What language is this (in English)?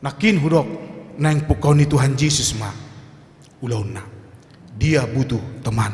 Batak Toba